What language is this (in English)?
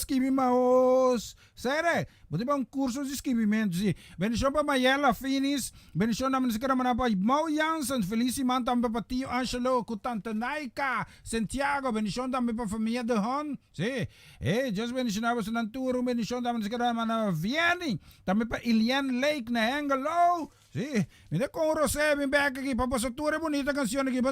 Papiamento